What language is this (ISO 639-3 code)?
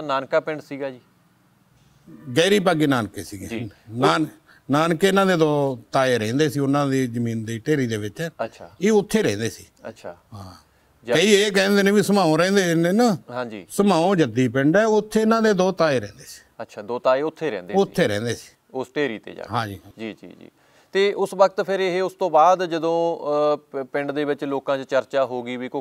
pan